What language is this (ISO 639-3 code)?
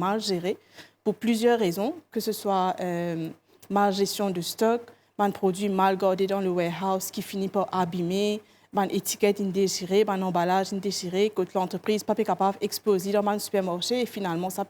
mfe